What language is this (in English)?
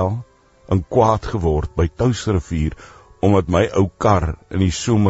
Afrikaans